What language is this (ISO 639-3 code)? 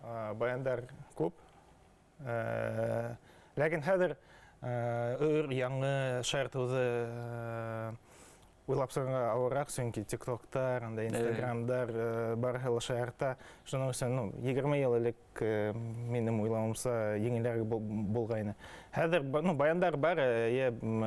bak